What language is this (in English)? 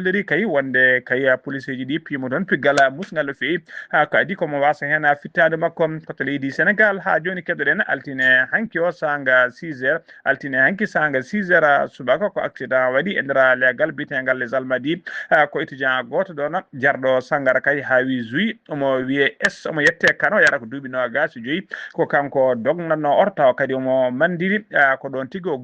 Fula